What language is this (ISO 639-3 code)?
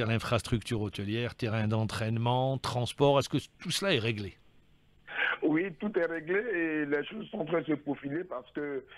fra